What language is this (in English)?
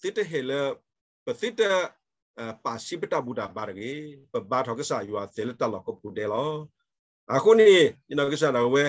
S'gaw Karen